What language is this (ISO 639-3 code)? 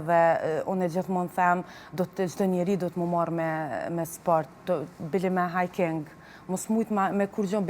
sqi